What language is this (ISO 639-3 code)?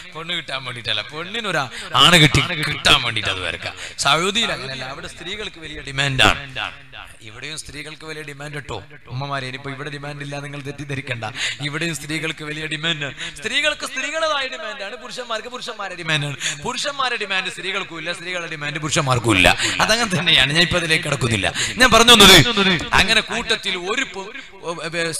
mal